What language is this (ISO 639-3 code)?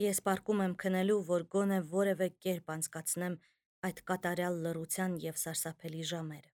hye